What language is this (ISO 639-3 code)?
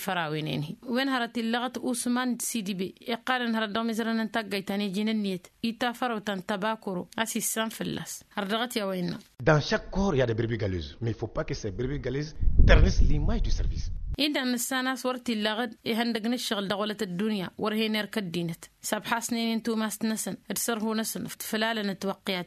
taq